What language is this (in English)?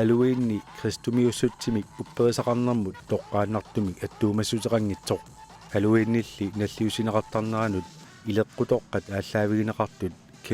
Kalaallisut